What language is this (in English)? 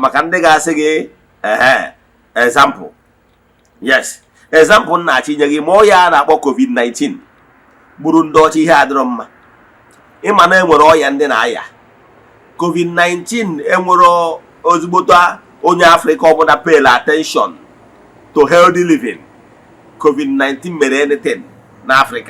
Igbo